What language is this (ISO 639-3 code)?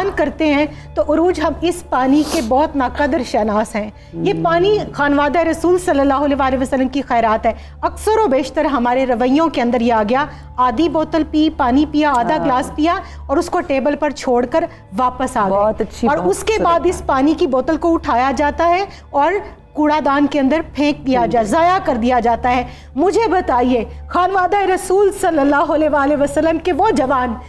urd